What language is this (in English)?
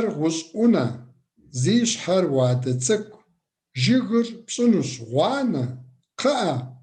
Kabardian